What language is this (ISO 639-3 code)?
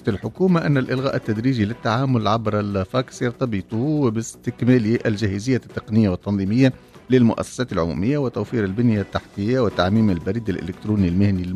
aeb